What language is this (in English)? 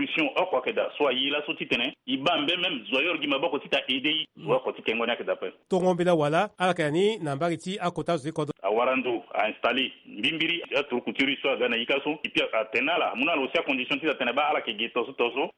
Sango